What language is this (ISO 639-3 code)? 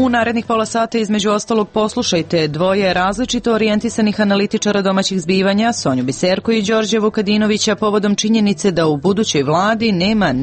srp